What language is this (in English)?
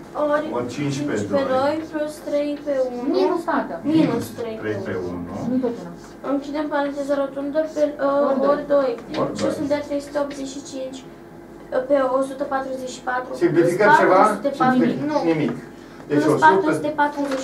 Romanian